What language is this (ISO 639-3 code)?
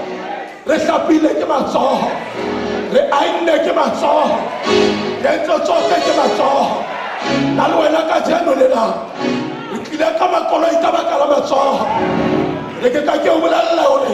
sot